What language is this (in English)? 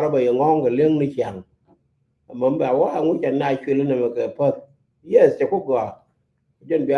Nuer